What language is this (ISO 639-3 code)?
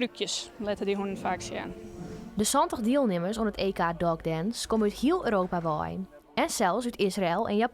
fry